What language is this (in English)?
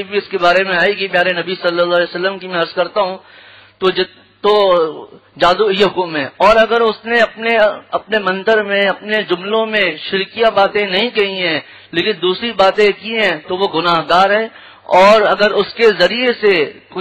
Urdu